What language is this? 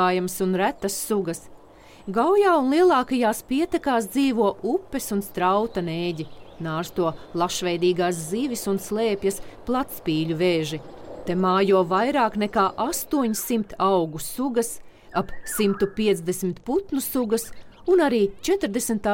Latvian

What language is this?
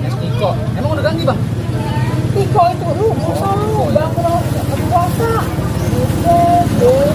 Betawi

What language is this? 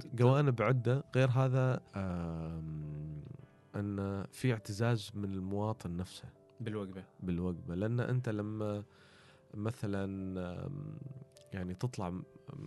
Gulf Arabic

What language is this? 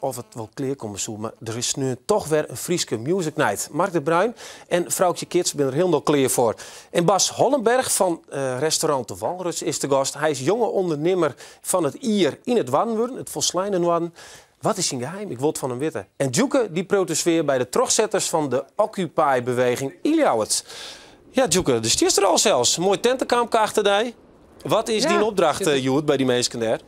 Western Frisian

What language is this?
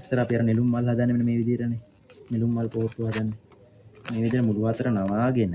Sinhala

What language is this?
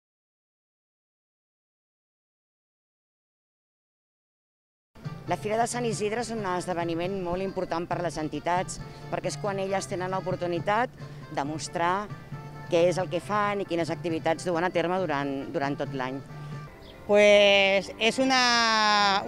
Catalan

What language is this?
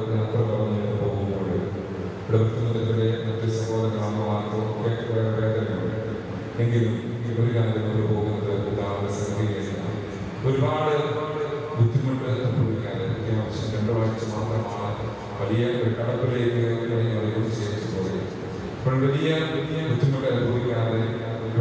Malayalam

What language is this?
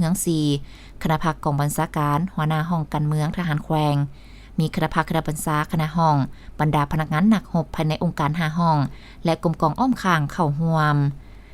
Lao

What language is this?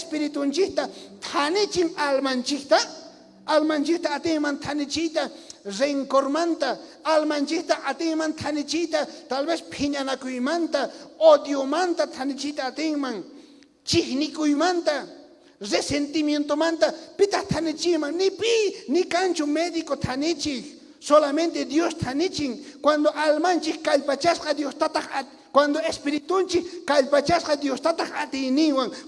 South Bolivian Quechua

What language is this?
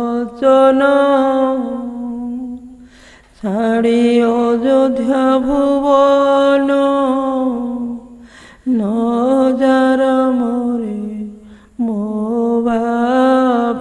Odia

